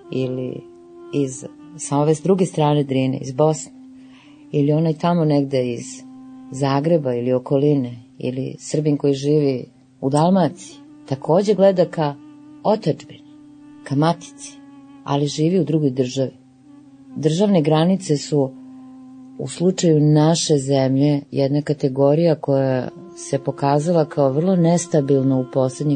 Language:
Serbian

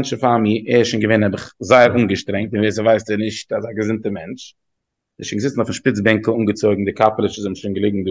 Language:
Yiddish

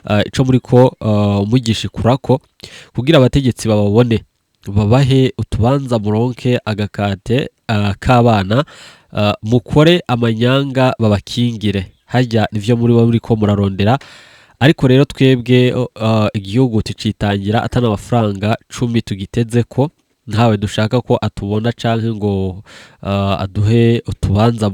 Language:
Rundi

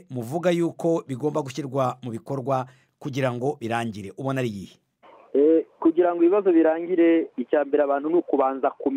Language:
Kinyarwanda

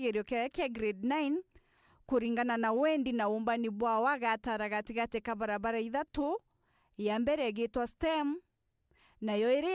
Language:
Meru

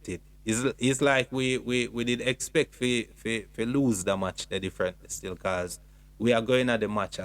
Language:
Jamaican Creole English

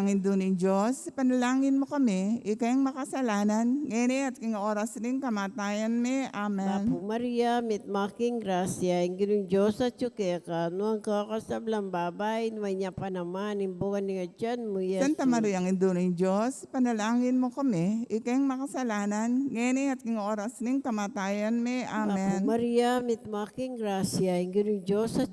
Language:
Pampanga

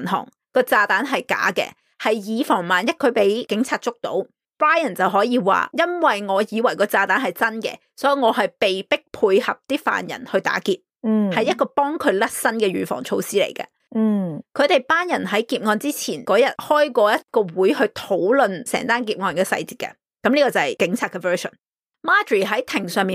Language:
Cantonese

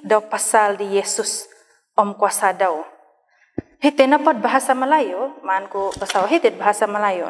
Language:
Central Dusun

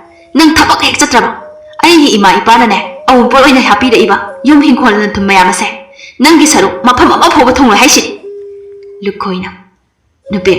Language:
Manipuri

